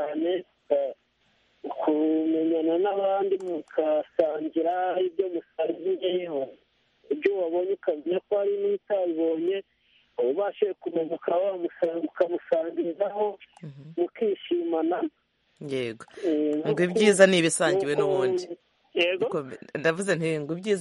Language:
Kinyarwanda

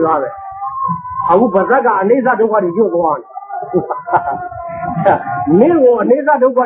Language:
Burmese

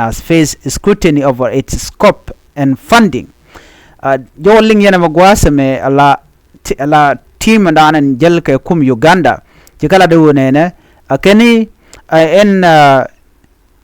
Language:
Nuer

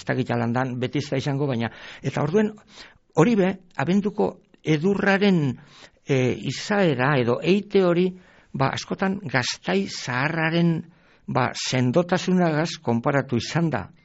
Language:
Basque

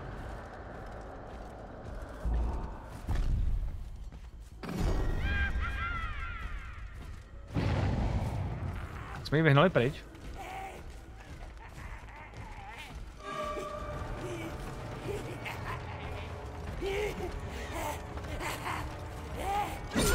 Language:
Czech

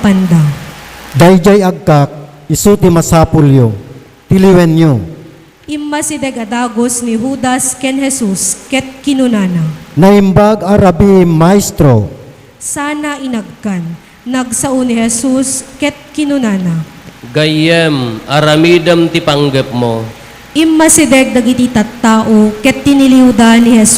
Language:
Iloko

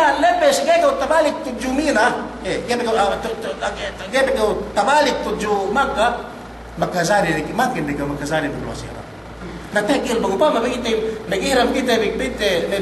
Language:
Yakan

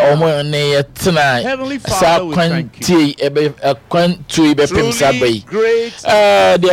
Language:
Akan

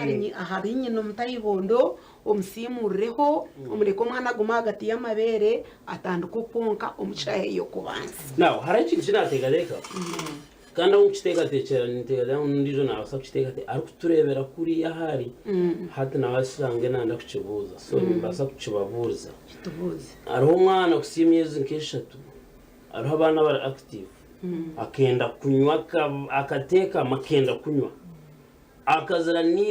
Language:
Nyankole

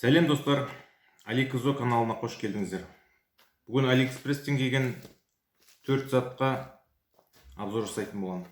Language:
Kazakh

